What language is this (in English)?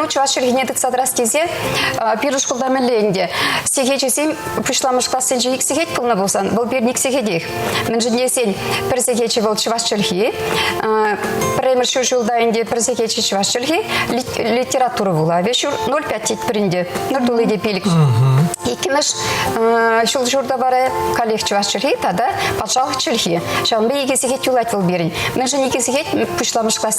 Chuvash